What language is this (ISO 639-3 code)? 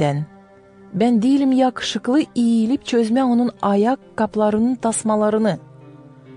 gag